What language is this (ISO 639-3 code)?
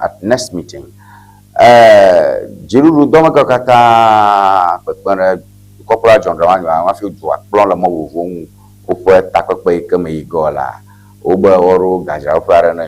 ewe